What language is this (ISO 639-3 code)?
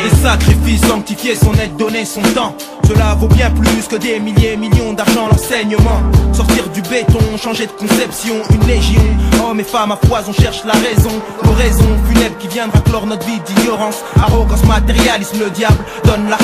fra